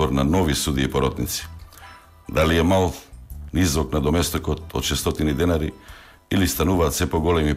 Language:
Macedonian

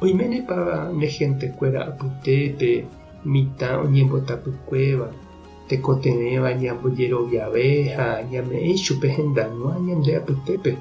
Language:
Guarani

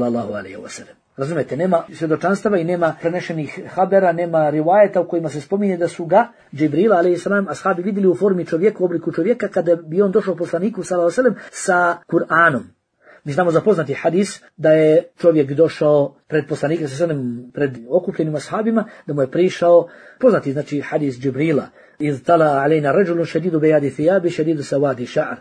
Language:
Bosnian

